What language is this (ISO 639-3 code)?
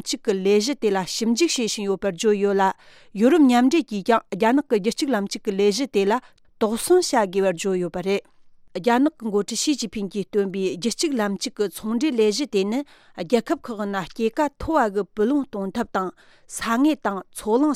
bod